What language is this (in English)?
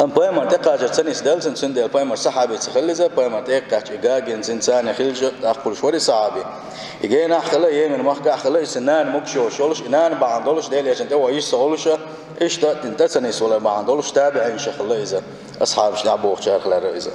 Chechen